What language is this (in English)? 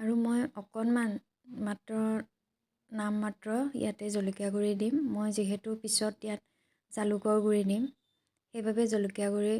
Assamese